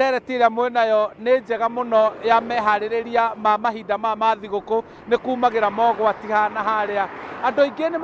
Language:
Kikuyu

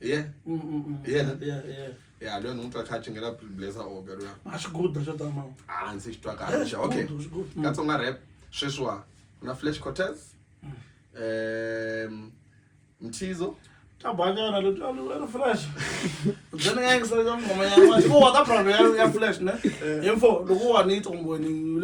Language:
Tsonga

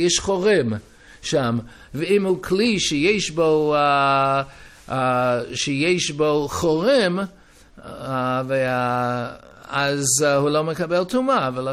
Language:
Hebrew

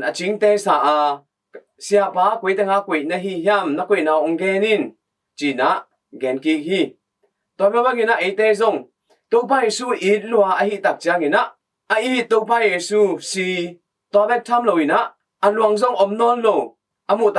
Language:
Tedim Chin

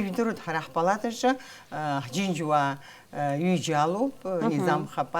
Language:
Abkhazian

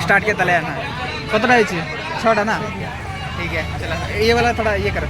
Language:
Santali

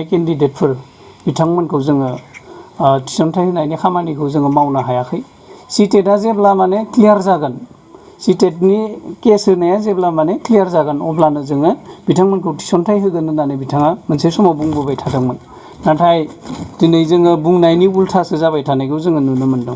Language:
Bodo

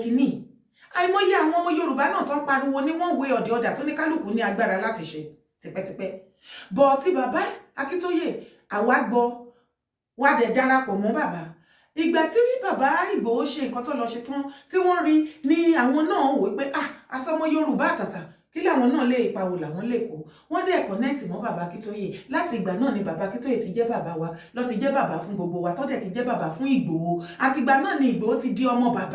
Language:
Yoruba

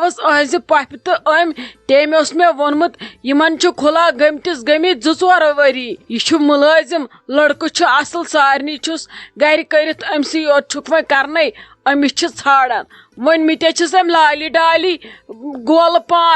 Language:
Kashmiri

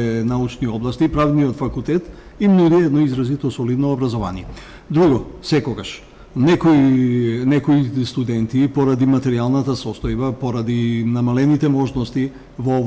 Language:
Macedonian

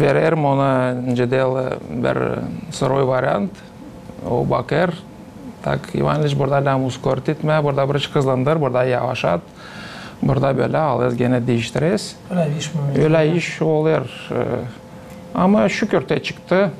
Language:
Gagauz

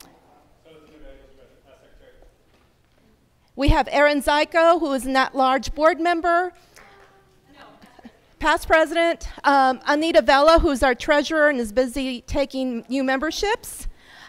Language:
English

